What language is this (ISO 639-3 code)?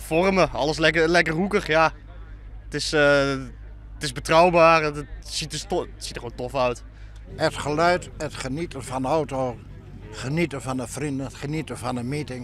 fry